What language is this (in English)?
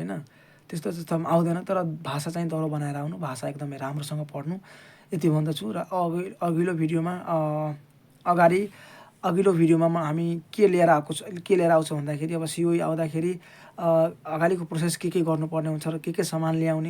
Nepali